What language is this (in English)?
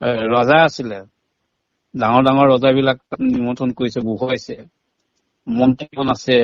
Assamese